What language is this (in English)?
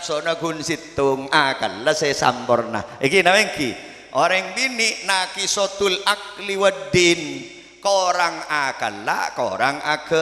Madurese